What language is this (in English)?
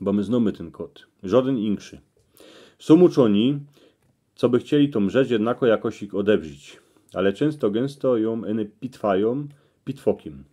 Silesian